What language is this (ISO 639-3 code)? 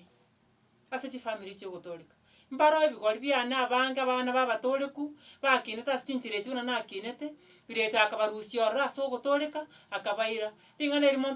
guz